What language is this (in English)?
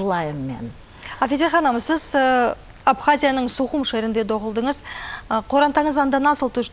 Crimean Tatar